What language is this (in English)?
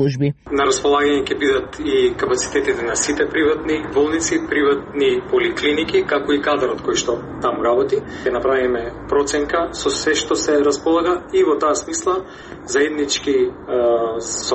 Macedonian